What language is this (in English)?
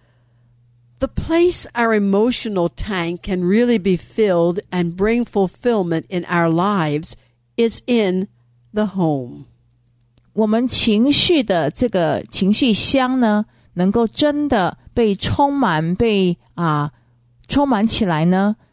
Chinese